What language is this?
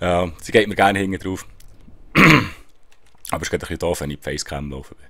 Swiss German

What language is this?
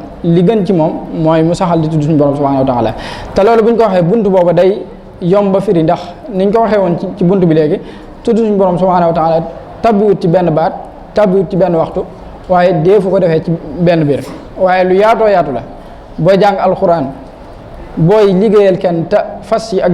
Wolof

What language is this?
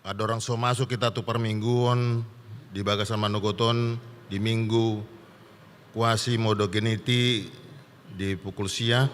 Batak Toba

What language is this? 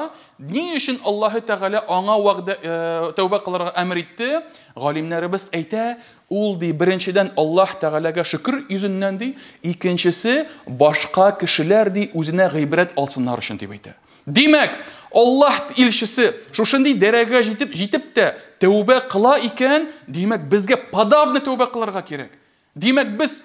Tatar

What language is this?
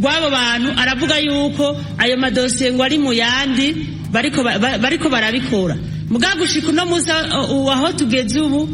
Rundi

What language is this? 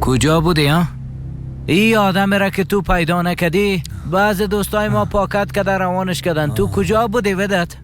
Persian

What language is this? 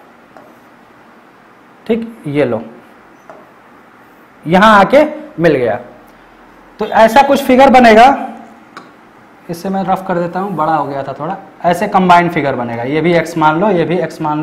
Hindi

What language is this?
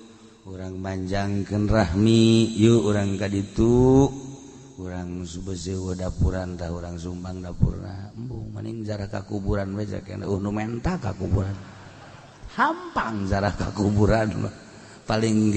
Sundanese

